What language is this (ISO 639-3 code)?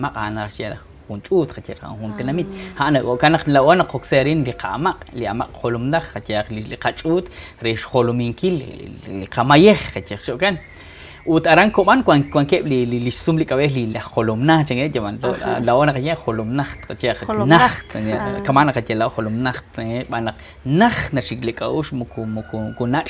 kek